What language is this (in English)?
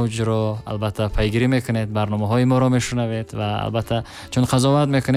Tajik